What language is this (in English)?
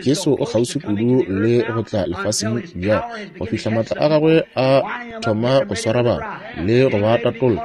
Northern Sotho